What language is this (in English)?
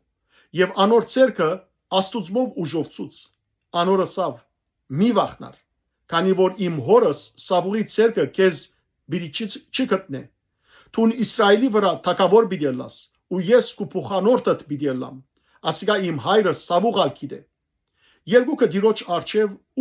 Western Armenian